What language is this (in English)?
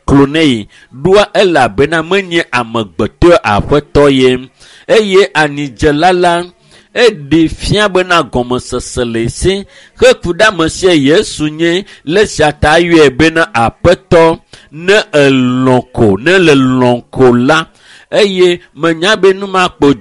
Ewe